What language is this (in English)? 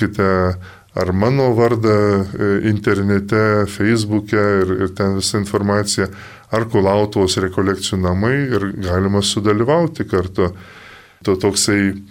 Lithuanian